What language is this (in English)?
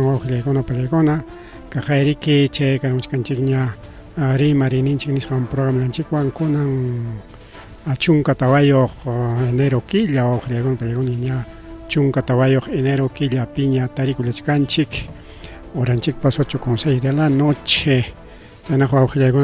Ayacucho Quechua